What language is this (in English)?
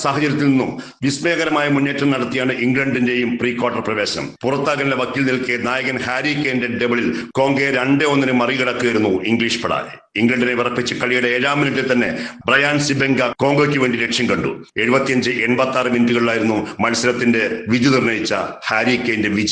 Malayalam